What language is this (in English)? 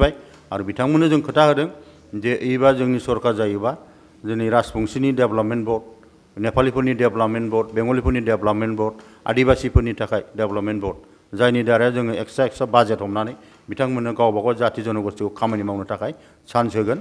Bodo